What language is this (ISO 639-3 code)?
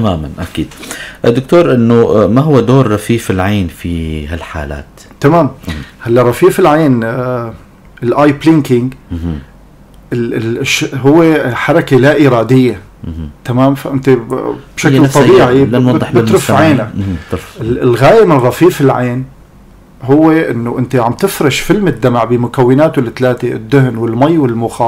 apc